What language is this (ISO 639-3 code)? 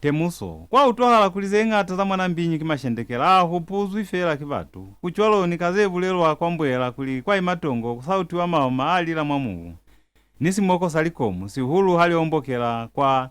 loz